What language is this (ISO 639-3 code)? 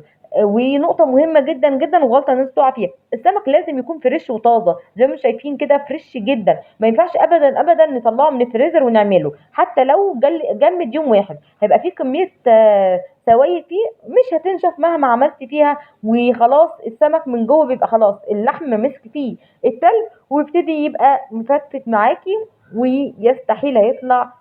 arz